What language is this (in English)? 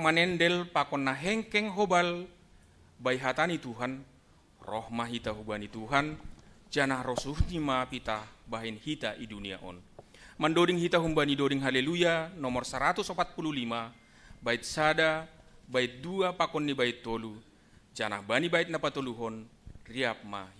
Batak Simalungun